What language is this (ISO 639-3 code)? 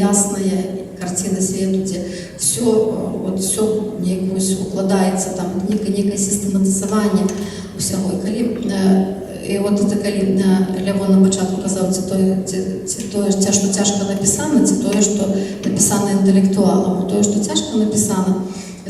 bel